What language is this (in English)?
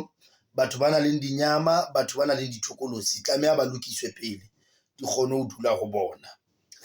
Southern Sotho